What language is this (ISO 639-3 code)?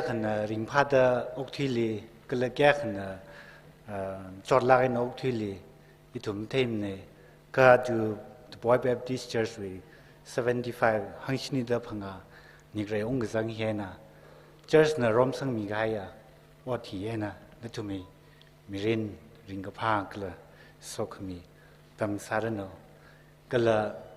nmf